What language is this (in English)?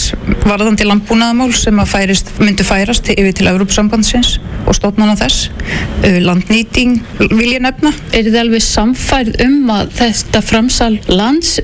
Icelandic